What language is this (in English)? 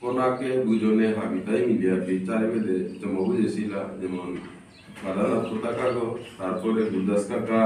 Bishnupriya